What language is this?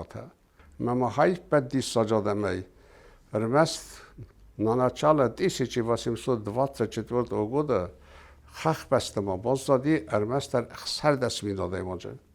Ossetic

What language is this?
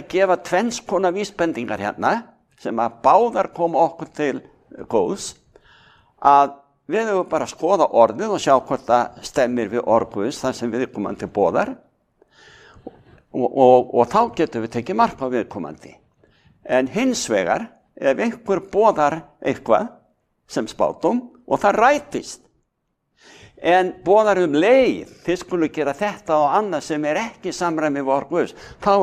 Icelandic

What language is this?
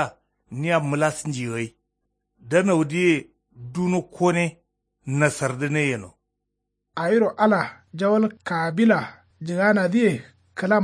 Kanuri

